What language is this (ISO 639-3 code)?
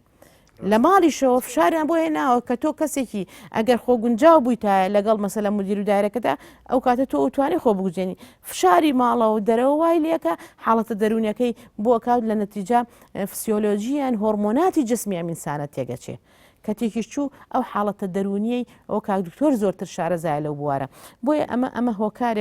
ckb